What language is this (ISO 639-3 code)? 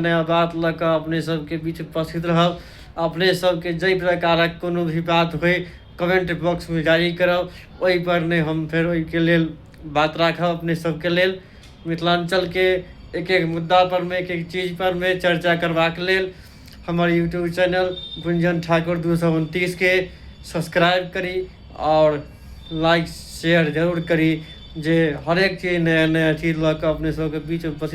mai